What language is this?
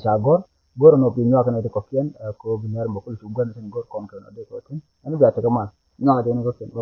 Nuer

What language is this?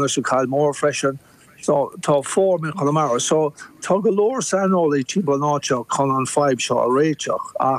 Irish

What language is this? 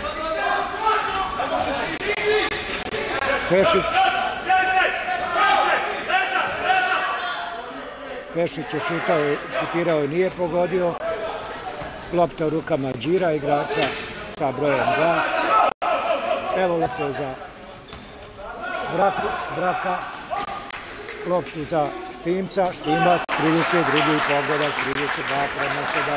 Croatian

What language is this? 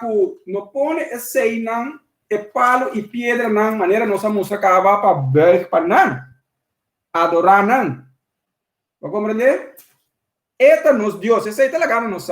Papiamento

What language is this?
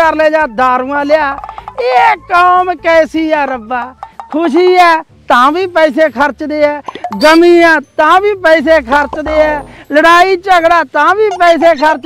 Punjabi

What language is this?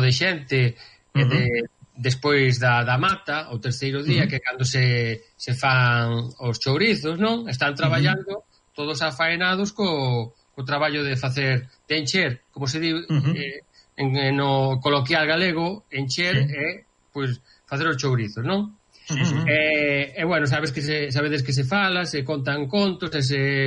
Galician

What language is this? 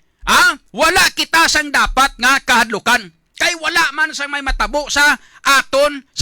Hiligaynon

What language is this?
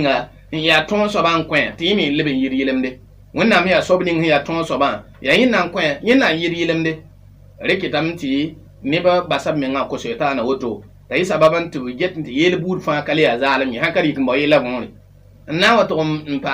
Mossi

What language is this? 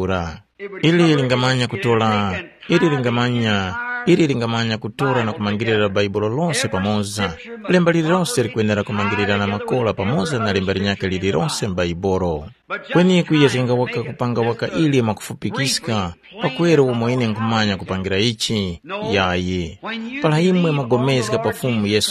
Tumbuka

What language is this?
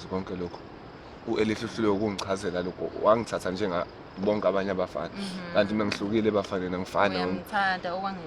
Zulu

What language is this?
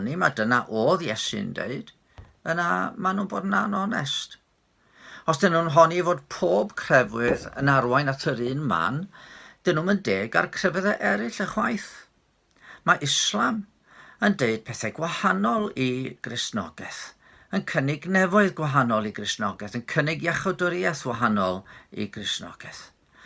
Welsh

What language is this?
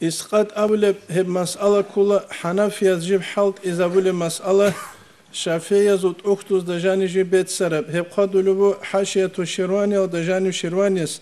Avaric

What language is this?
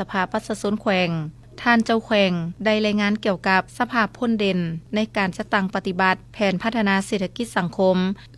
Lao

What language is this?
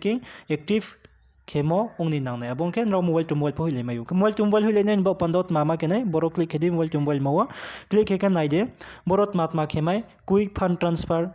Riang (India)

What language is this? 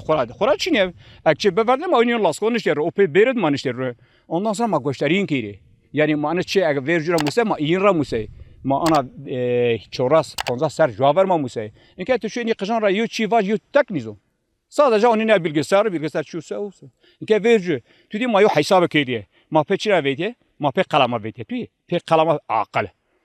Zaza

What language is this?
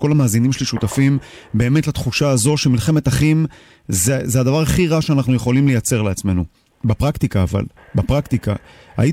Hebrew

